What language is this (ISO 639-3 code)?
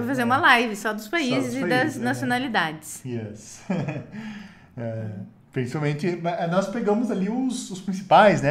por